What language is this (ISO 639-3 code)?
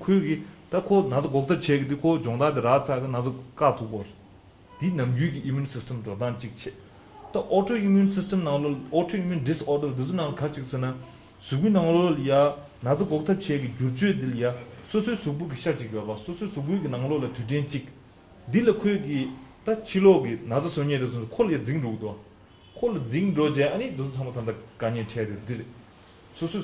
bod